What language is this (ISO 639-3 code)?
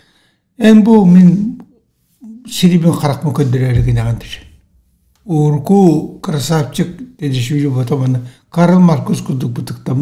sah